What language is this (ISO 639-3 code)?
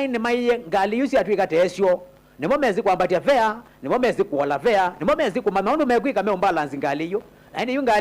kam